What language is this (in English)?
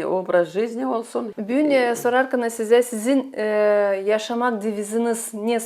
Gagauz